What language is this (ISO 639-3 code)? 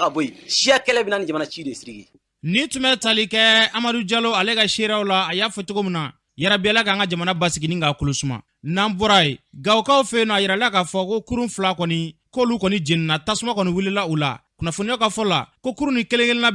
bam